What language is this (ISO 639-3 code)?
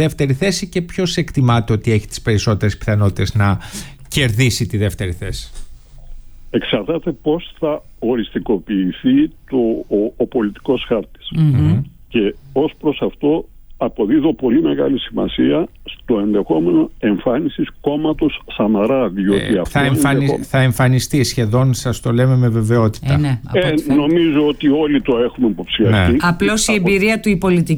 ell